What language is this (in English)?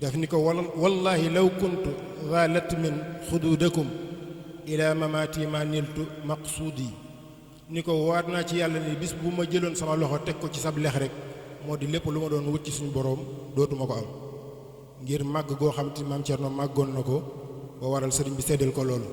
Wolof